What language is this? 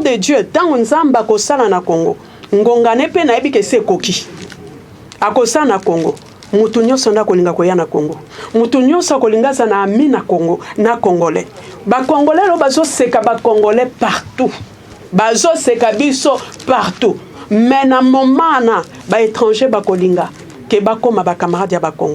Lingala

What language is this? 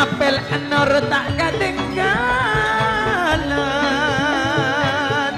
Madurese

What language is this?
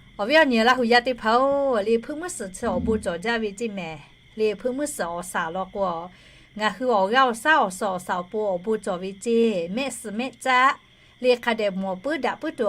Lahu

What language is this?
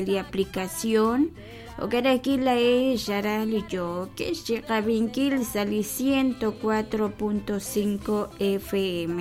Kekchí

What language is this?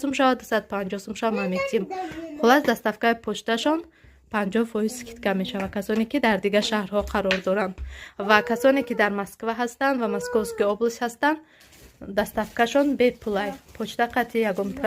Tajik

